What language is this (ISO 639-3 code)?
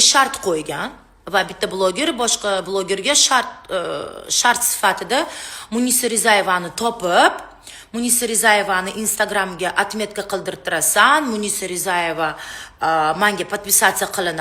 uzb